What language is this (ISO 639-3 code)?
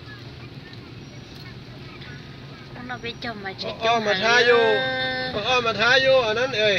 lao